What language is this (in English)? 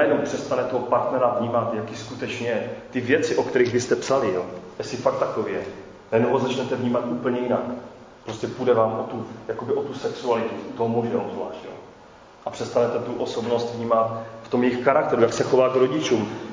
Czech